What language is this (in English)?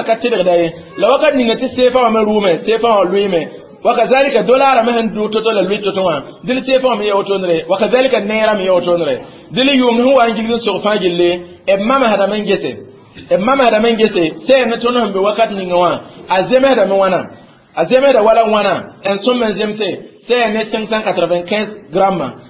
Mossi